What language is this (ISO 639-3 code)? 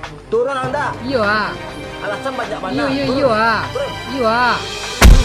min